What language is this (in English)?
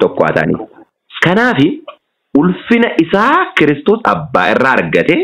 Oromo